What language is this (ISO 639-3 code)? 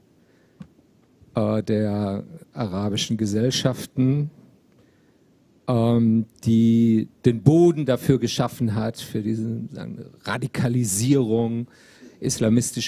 deu